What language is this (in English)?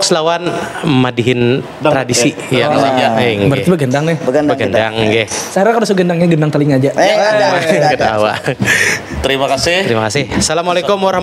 Banjar